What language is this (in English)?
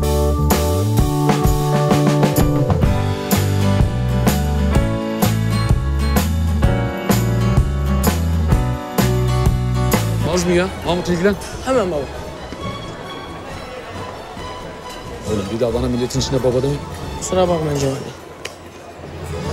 Turkish